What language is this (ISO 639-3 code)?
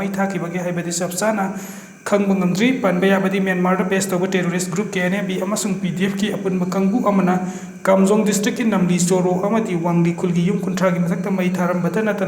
mni